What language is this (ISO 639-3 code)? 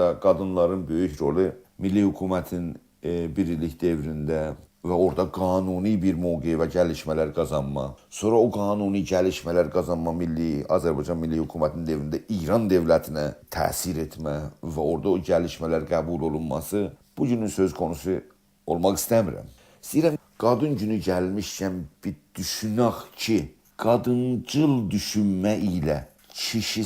azb